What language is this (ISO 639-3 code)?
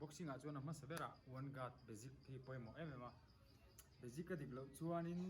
lus